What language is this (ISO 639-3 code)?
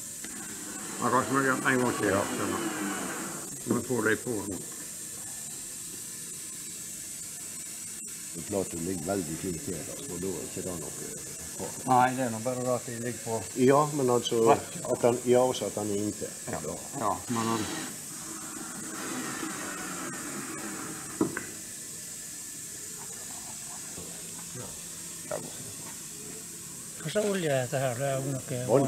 nor